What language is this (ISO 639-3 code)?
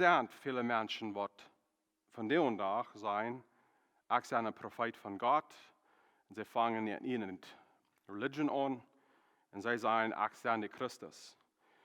pdt